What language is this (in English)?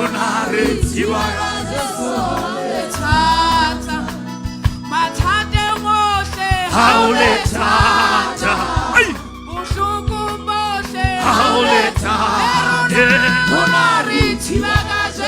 Southern Sotho